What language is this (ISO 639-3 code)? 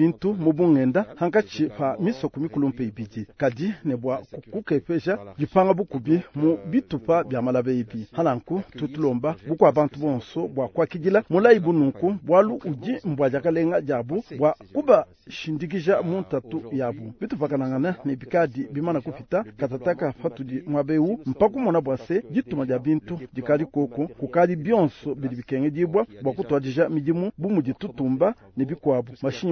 lua